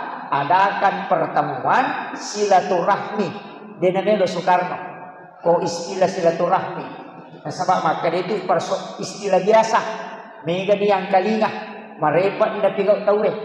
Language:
Buginese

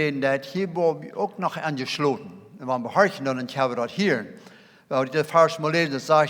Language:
Plautdietsch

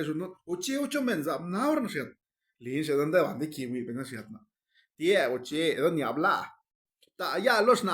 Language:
Zapotec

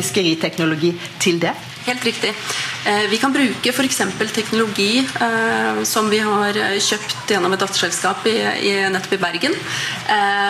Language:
Norwegian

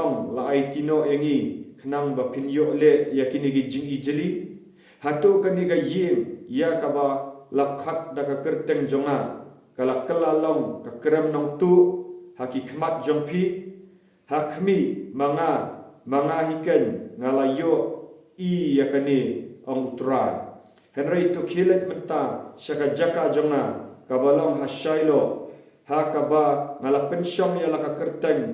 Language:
Khasi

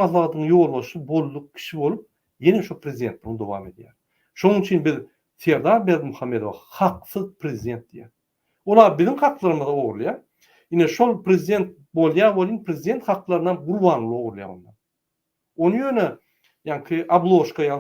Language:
Turkmen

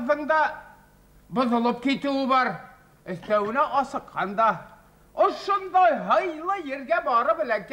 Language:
Bashkir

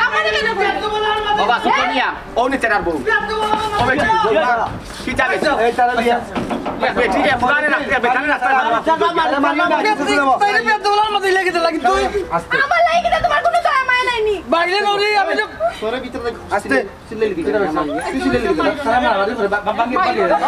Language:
Sylheti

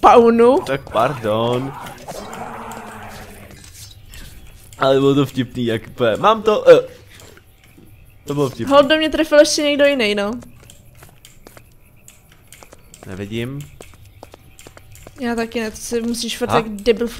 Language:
Czech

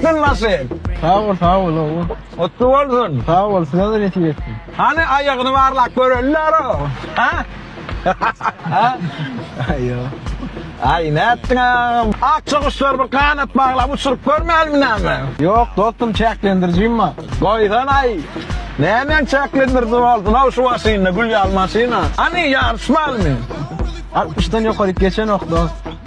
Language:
Turkmen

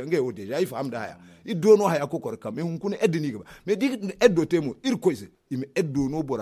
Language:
Zarma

